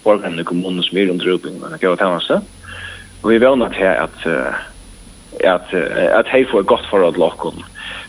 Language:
Faroese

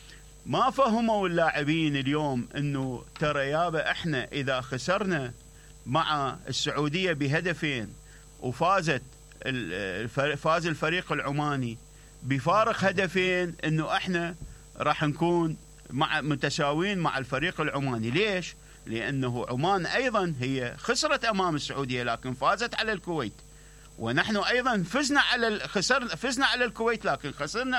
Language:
Mesopotamian Arabic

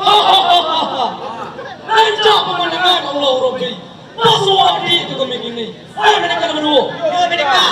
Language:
Minangkabau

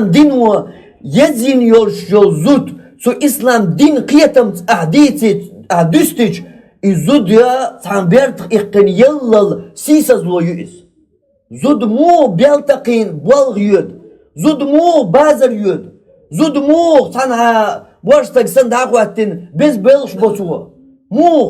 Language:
Chechen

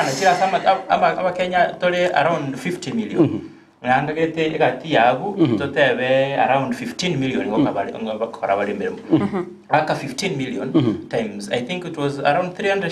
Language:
Gusii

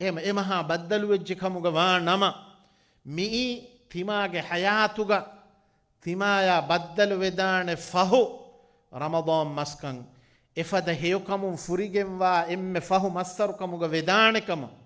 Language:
Divehi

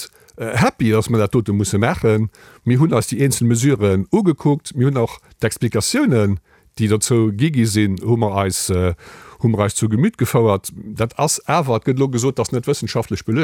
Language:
Luxembourgish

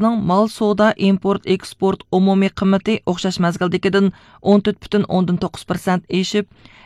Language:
Uyghur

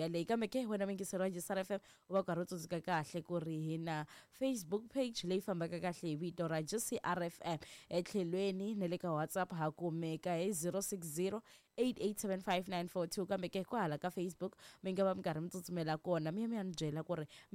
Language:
Tsonga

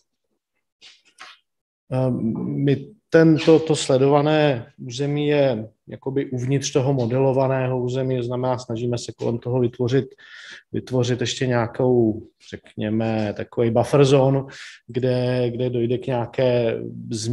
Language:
Czech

